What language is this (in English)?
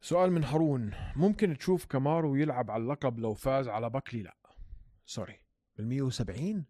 North Levantine Arabic